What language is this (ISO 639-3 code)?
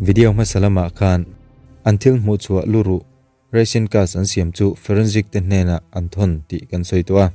lus